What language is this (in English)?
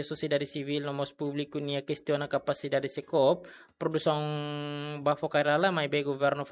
Tetum